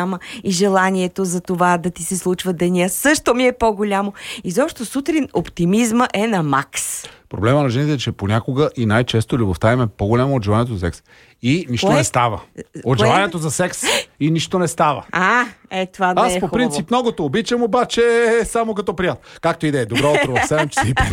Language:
Bulgarian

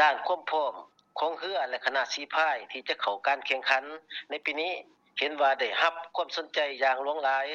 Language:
Lao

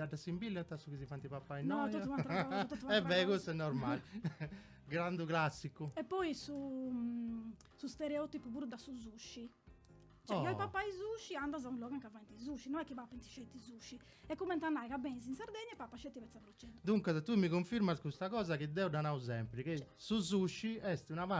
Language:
Sardinian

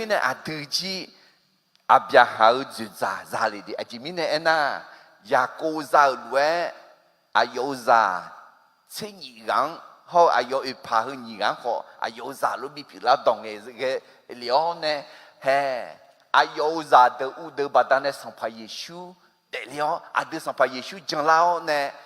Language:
Akha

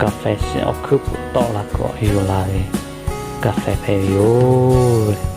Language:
Lahu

